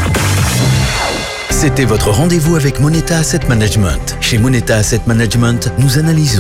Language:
French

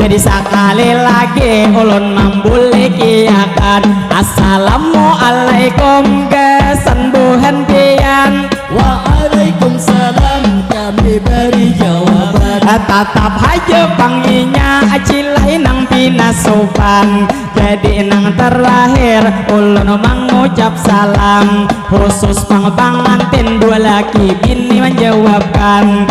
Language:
Banjar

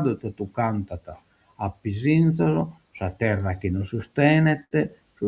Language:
Sardinian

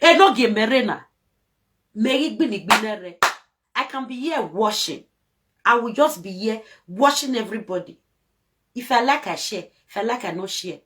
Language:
Nigerian Pidgin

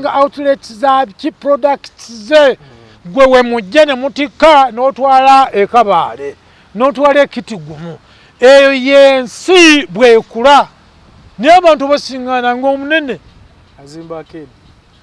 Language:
Ganda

